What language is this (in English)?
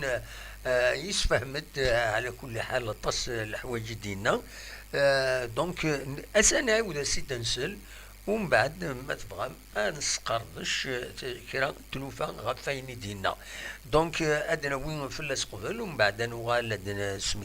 Kabyle